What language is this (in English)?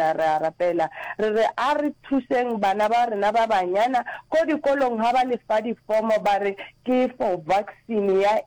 Northern Sotho